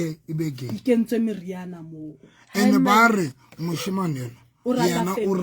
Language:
Southern Sotho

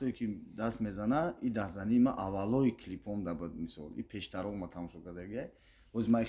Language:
Tajik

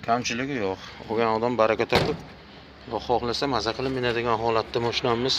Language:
Uzbek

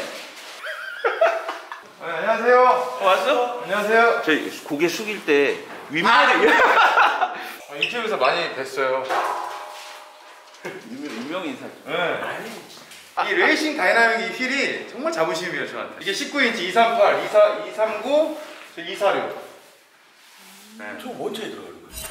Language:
Korean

